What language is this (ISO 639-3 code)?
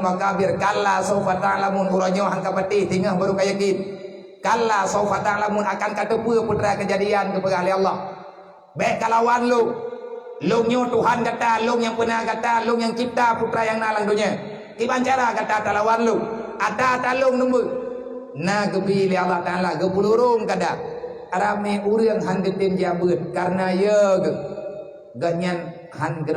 ace